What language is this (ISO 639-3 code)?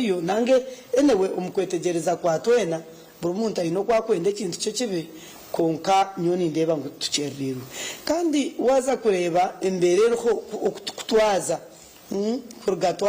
nyn